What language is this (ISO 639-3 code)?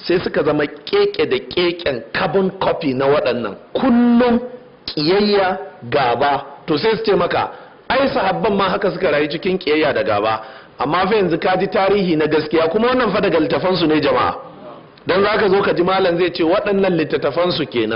hau